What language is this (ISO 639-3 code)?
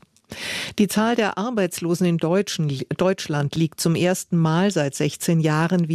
deu